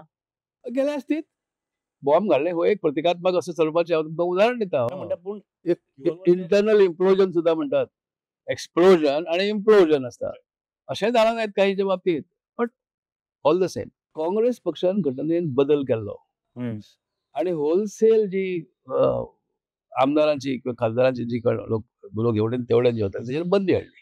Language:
Konkani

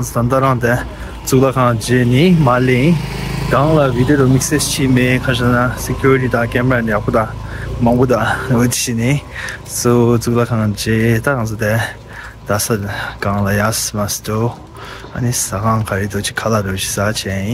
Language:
Tibetan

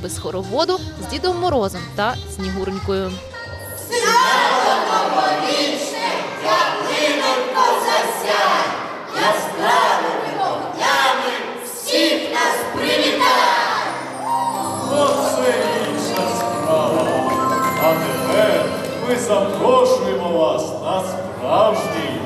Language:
Ukrainian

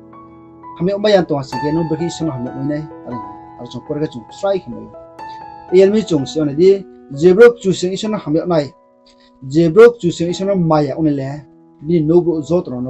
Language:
Riang (India)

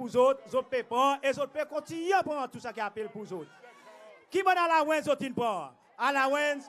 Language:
Seselwa Creole French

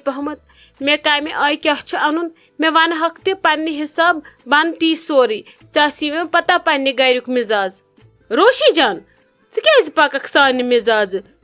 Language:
Kashmiri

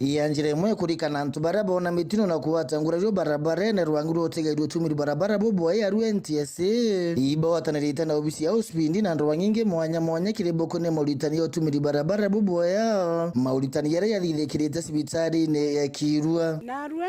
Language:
Meru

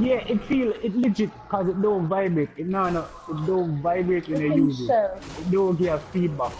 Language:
Jamaican Creole English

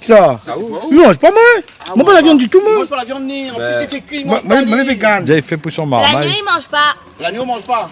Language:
Réunion Creole French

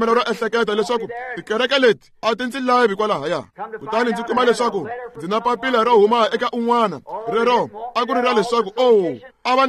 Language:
Tsonga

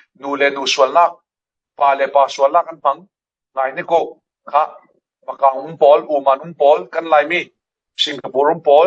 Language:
Falam Chin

